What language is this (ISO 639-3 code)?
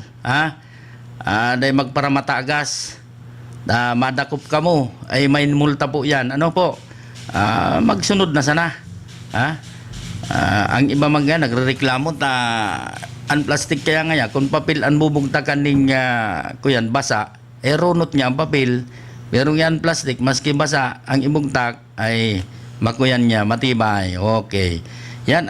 bik